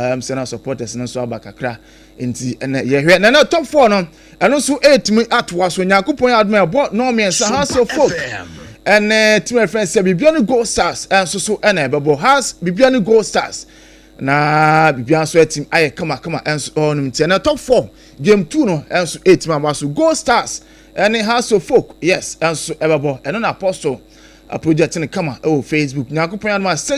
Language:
Akan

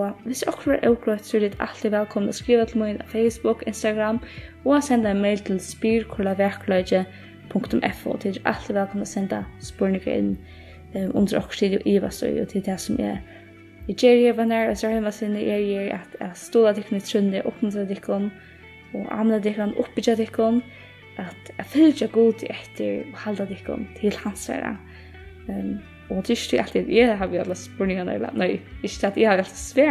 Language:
Faroese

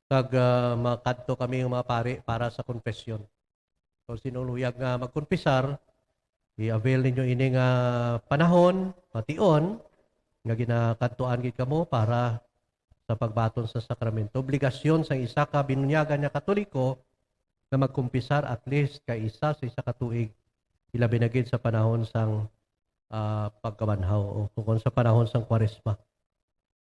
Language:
Hiligaynon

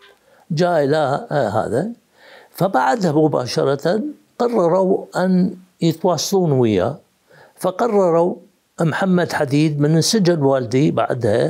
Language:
Mesopotamian Arabic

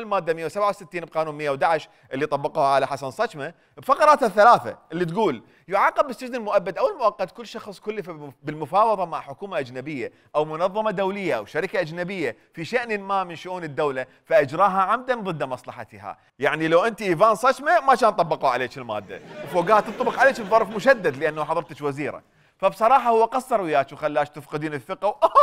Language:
Mesopotamian Arabic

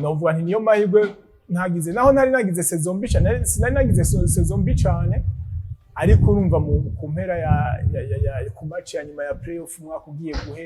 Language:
Rundi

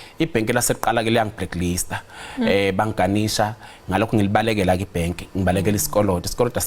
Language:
Zulu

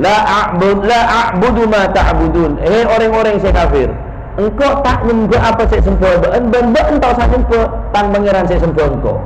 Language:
Madurese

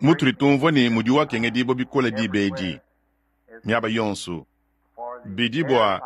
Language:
Luba-Lulua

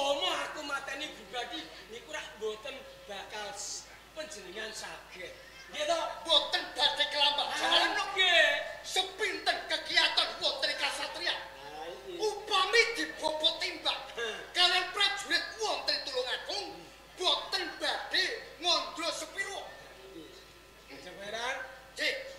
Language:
Javanese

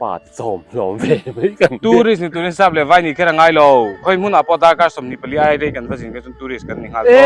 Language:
Mizo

